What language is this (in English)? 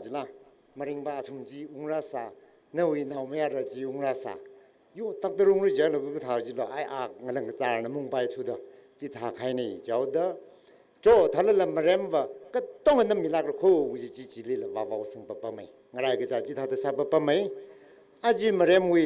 Tangkhul Naga (India)